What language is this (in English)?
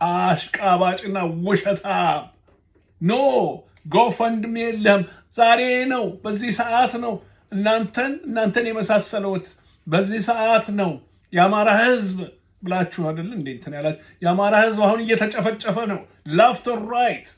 Amharic